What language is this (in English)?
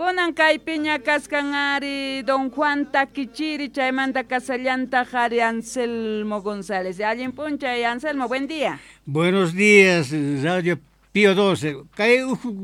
Quechua